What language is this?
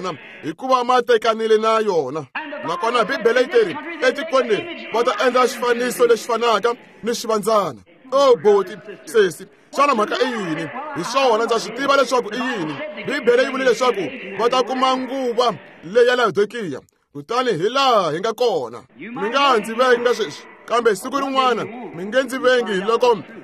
Tsonga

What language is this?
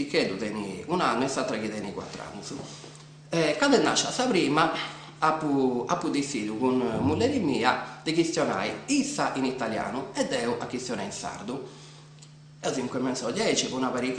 Sardinian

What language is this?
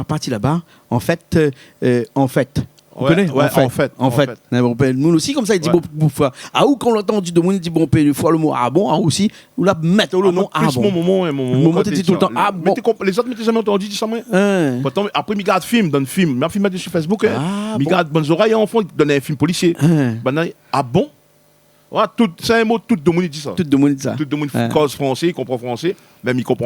Réunion Creole French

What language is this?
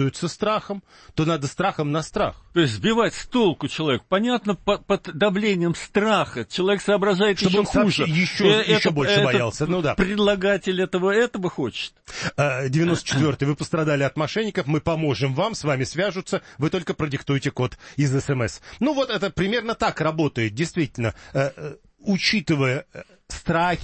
Russian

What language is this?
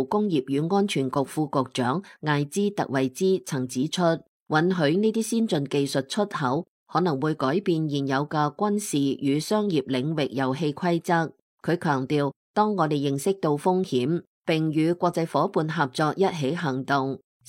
Cantonese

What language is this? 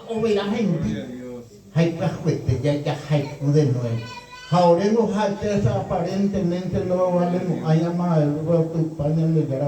Guarani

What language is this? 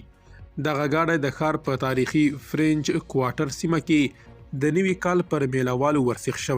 Pashto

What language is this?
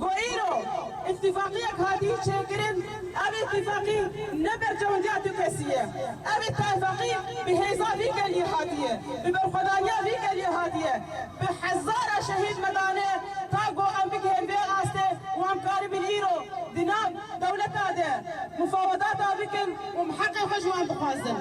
Kurdish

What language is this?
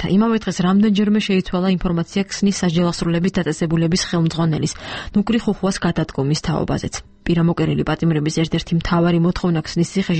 Georgian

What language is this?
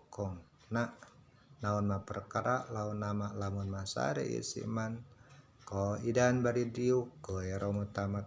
Sundanese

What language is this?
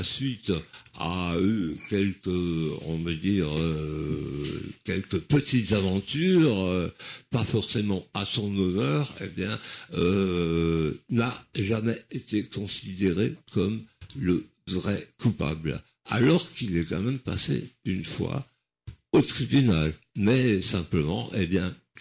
French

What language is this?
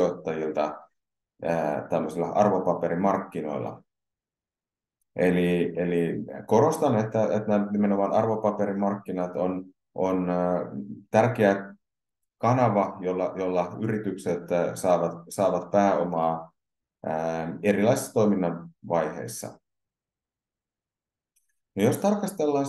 Finnish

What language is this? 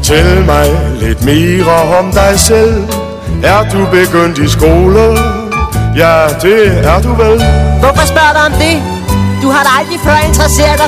Danish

